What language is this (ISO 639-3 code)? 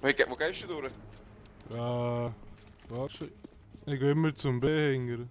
gsw